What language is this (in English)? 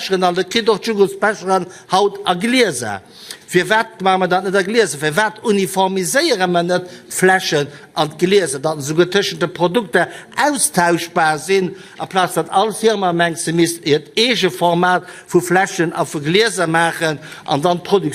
Luxembourgish